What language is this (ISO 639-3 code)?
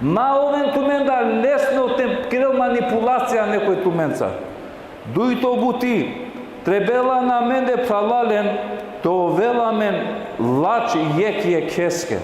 rmn